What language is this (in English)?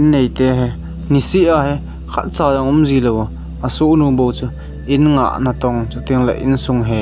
Thado Chin